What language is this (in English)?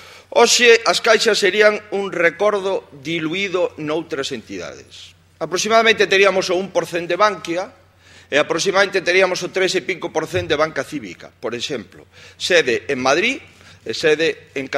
Galician